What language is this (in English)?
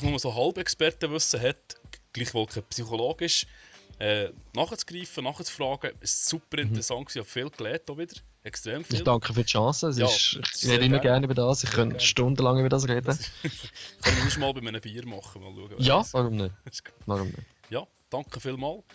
Swiss German